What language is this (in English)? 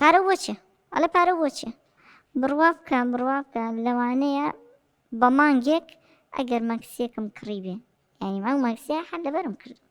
Central Kurdish